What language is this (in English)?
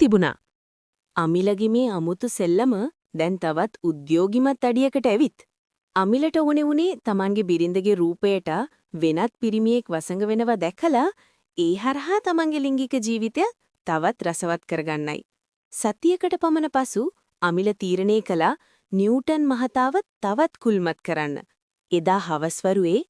Sinhala